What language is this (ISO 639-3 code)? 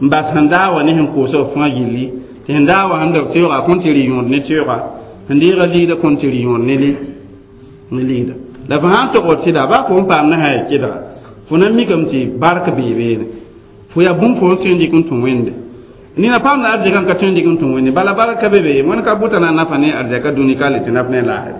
mos